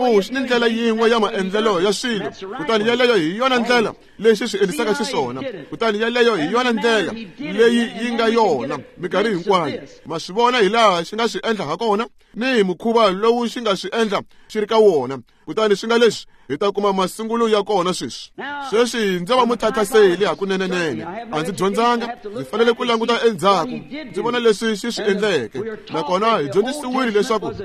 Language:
Tsonga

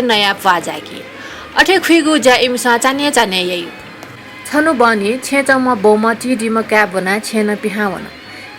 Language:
Newari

